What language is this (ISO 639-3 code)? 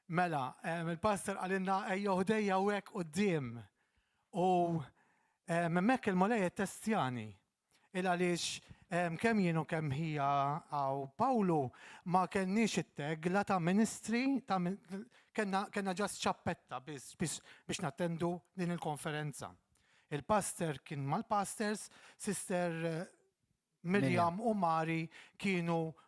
mlt